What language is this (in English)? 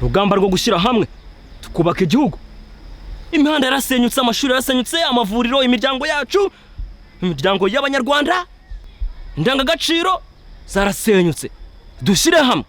Kinyarwanda